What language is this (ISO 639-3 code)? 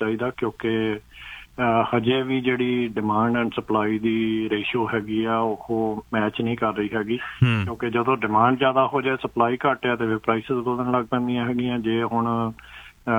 pan